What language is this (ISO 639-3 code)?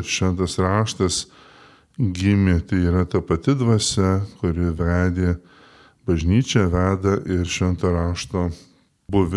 lit